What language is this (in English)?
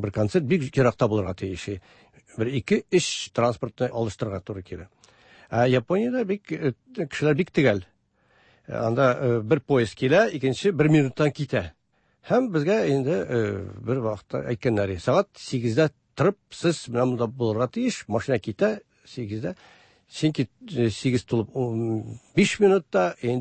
Tatar